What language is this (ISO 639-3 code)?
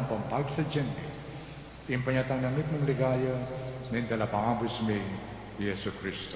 pam